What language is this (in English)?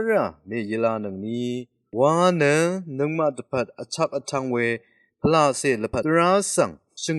Rawang